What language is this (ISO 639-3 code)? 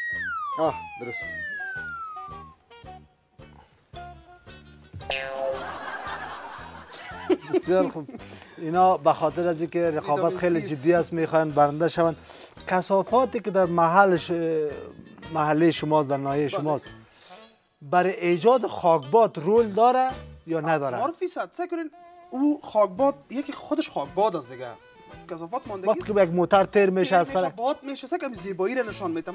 fas